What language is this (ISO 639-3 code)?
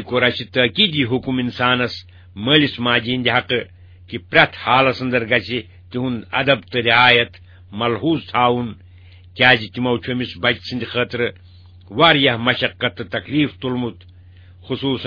kas